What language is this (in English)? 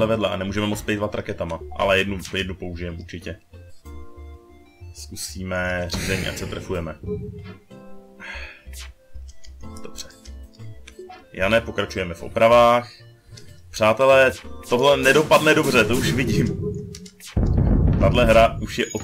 Czech